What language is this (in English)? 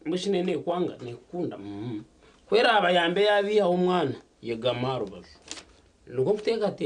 Nyankole